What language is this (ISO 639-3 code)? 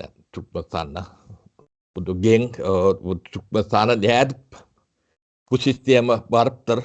tuk